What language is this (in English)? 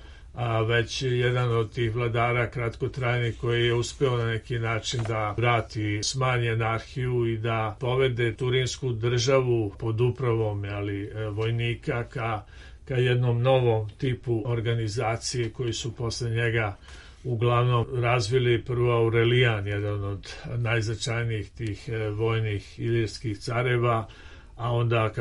Serbian